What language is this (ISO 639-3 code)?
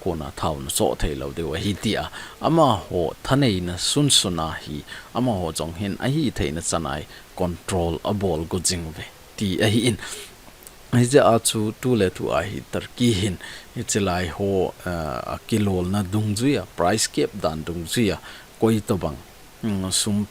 tcz